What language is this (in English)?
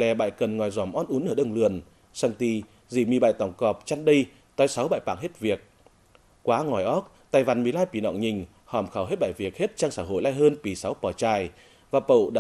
Tày